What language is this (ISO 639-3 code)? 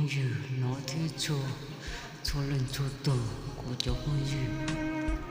hmn